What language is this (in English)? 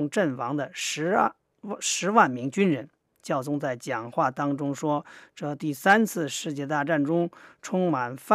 Chinese